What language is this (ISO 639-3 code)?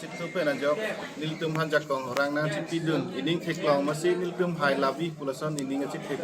mjw